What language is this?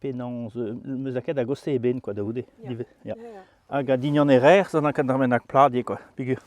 Breton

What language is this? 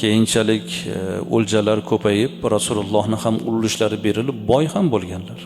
Uzbek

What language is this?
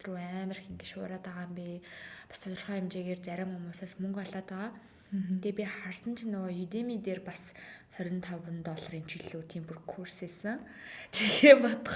Mongolian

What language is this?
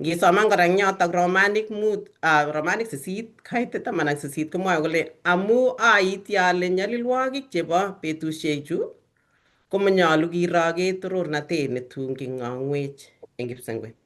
Kalenjin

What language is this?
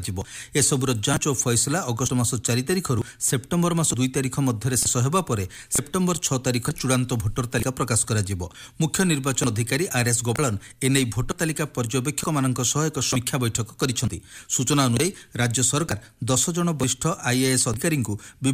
Odia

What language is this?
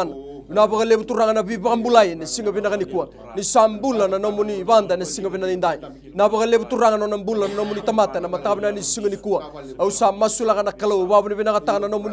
Fijian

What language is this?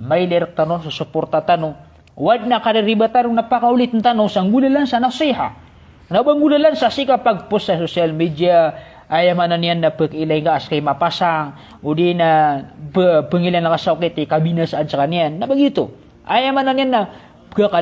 Maranao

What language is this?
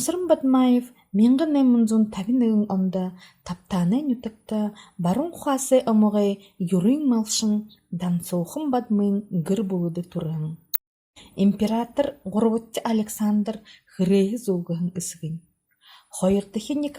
Buriat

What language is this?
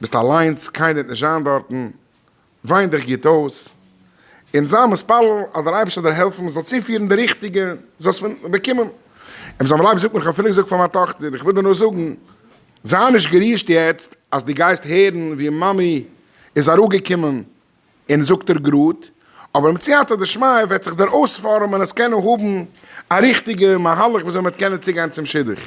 Yiddish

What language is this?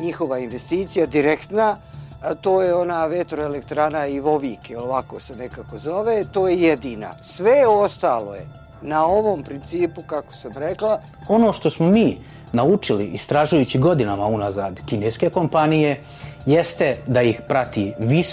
Bosnian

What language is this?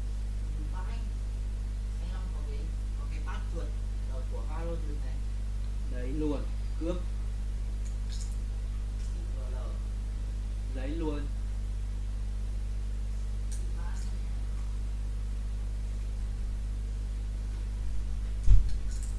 Vietnamese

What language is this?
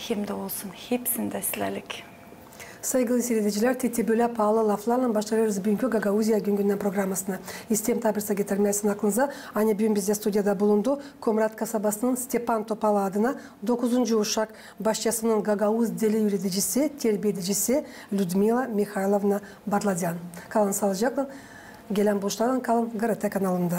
Gagauz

